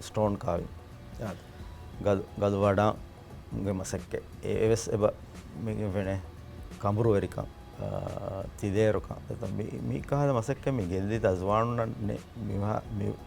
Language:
Divehi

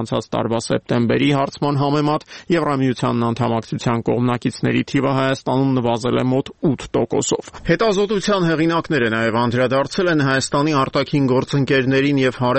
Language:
Armenian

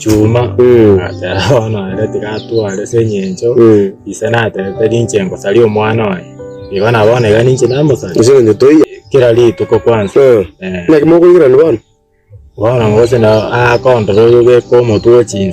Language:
Gusii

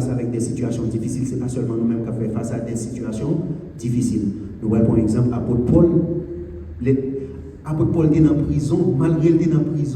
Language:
Haitian Creole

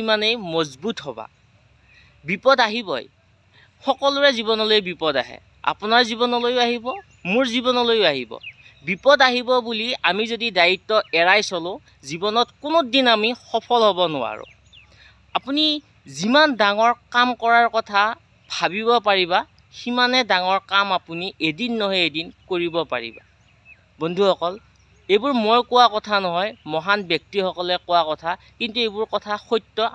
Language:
Assamese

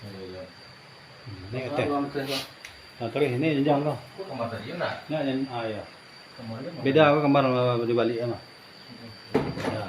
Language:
Minangkabau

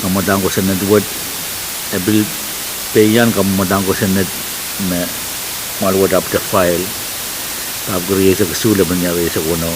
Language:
Pohnpeian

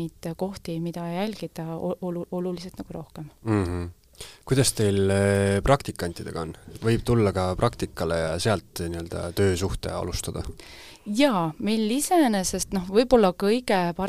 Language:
Estonian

